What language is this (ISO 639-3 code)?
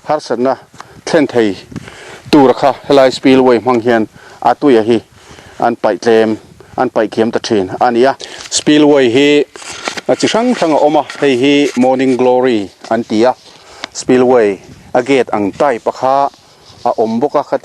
lus